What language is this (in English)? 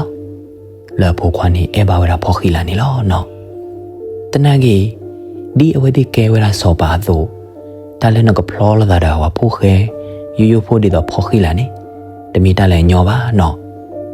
S'gaw Karen